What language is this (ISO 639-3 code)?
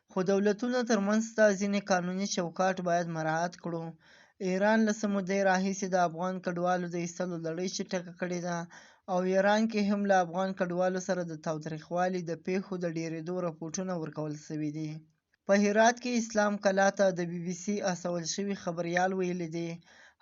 pus